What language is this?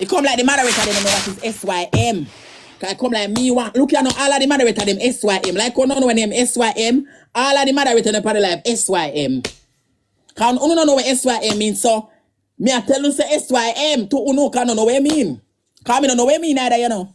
Jamaican Creole English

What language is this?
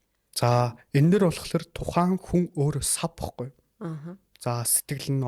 Mongolian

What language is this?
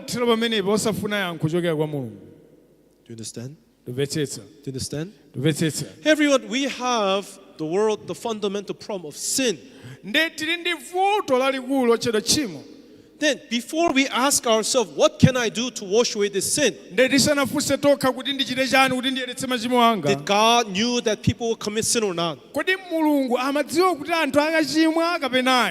Nyanja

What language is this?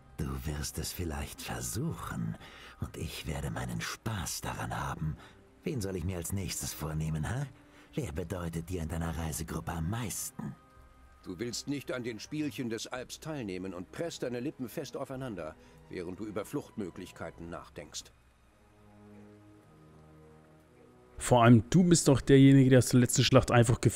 German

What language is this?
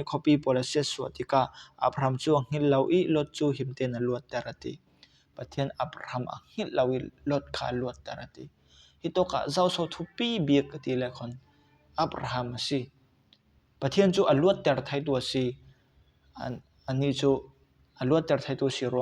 Falam Chin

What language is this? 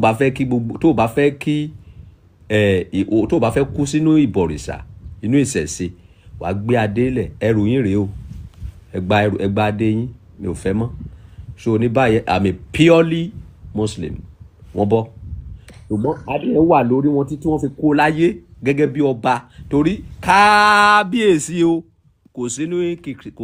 Yoruba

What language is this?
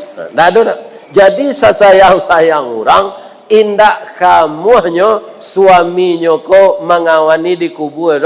Minangkabau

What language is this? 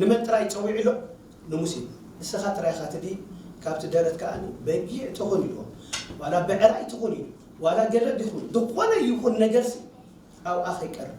Tigrinya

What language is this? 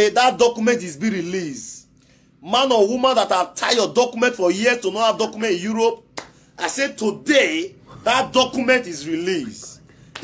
Nigerian Pidgin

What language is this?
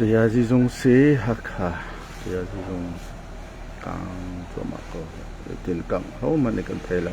Hakha Chin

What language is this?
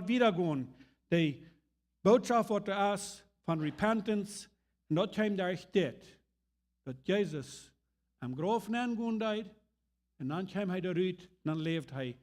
Plautdietsch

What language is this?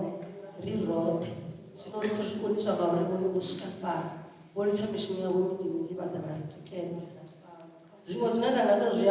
Venda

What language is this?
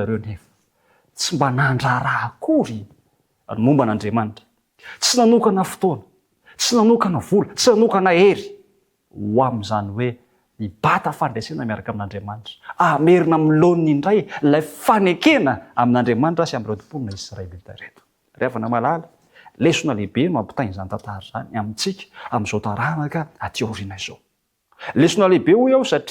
Malagasy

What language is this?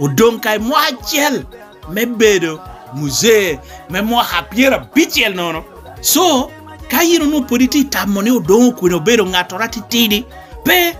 Lango (Uganda)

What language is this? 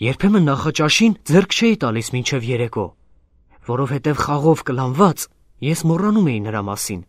Armenian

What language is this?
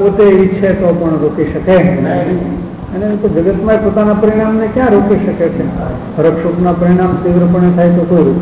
Gujarati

